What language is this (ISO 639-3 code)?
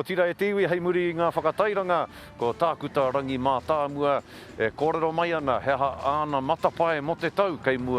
mri